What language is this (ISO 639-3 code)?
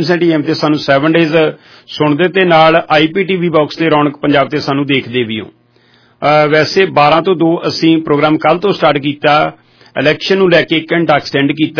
pan